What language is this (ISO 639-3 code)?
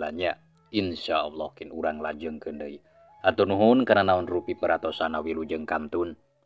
sun